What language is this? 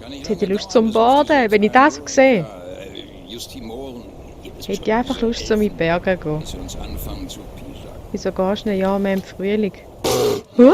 Swiss German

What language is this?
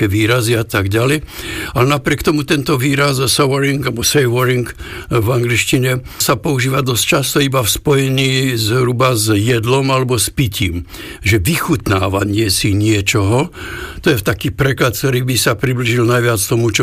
Slovak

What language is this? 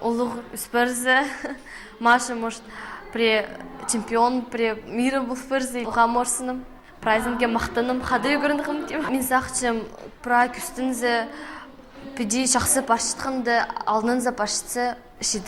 Khakas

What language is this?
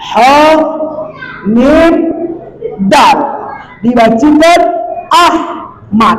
Batak Alas-Kluet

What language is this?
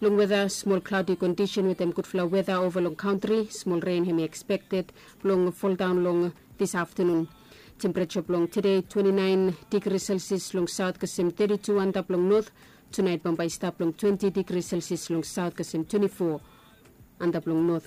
Bislama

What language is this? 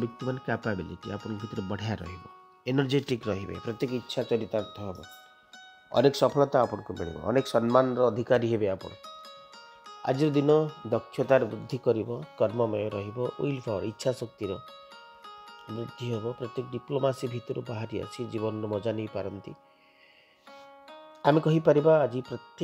Odia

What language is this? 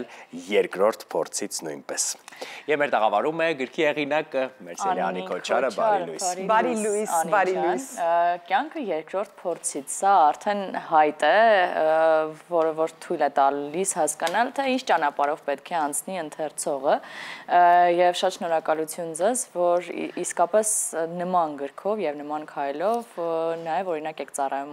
Armenian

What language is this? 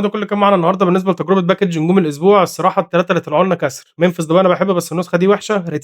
Egyptian Arabic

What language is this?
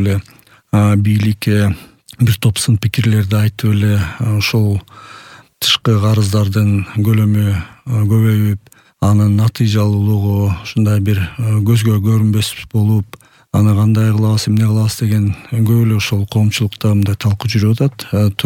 Kyrgyz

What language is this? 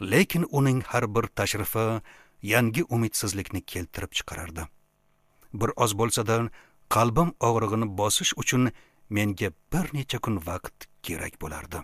Uzbek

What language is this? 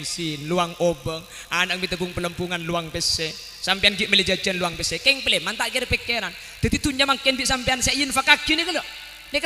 Madurese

